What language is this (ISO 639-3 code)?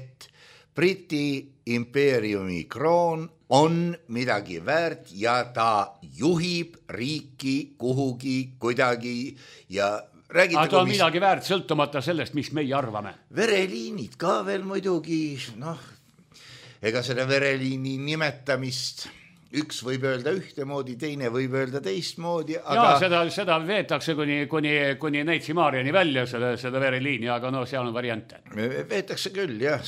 est